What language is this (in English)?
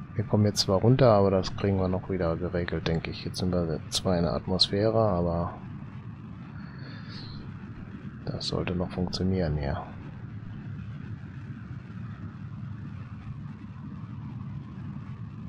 German